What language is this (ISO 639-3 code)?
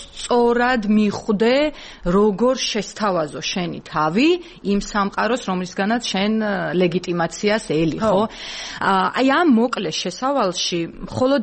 kat